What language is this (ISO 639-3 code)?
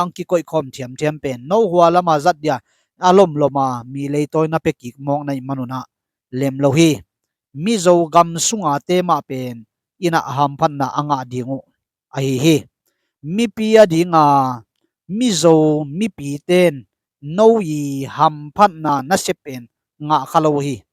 ctd